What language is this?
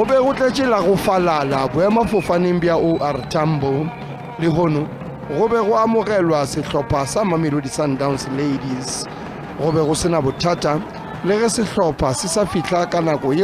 Northern Sotho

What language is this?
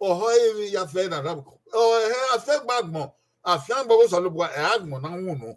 Bini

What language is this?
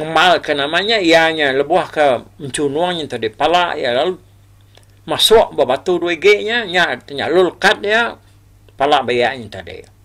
Iban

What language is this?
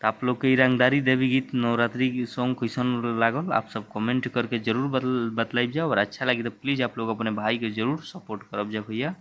Bhojpuri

